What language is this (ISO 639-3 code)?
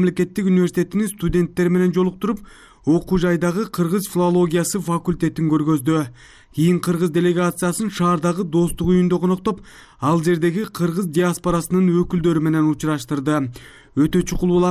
kir